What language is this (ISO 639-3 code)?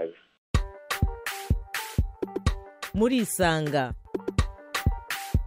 kin